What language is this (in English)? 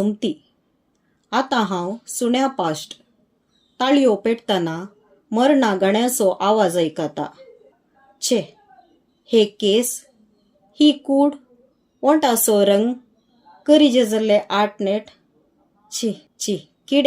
Konkani